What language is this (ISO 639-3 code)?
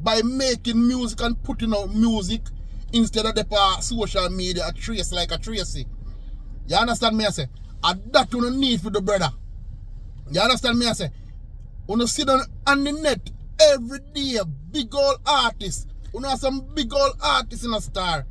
jam